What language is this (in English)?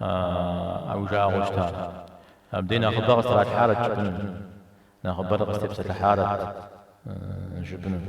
Kabardian